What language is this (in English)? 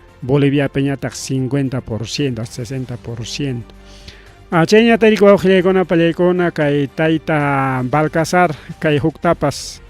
Ayacucho Quechua